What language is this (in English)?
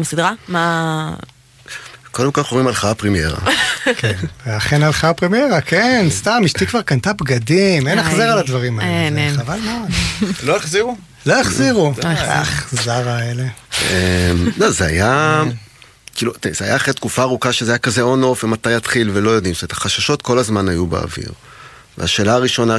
Hebrew